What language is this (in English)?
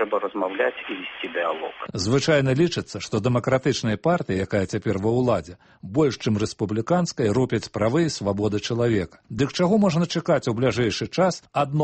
Belarusian